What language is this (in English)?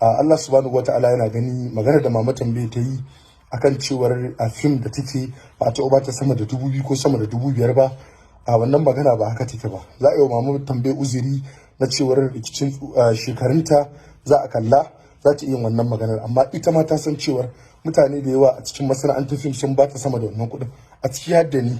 Hausa